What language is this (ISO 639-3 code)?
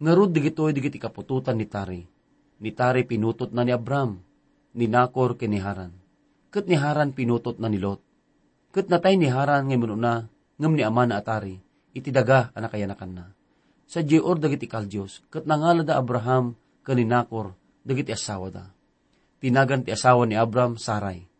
ilo